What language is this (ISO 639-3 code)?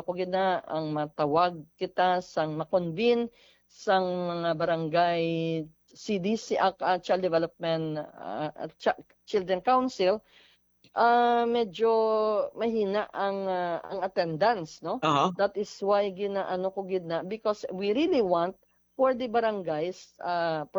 hil